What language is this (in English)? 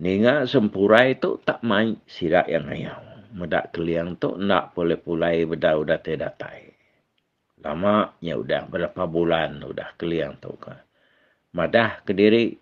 Iban